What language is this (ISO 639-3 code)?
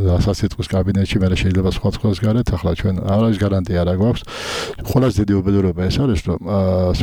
kat